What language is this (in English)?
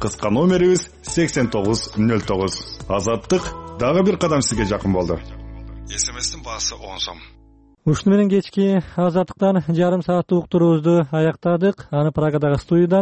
Kyrgyz